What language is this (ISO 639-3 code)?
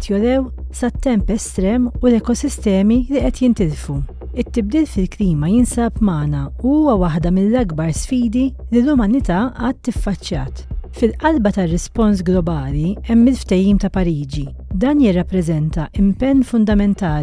mlt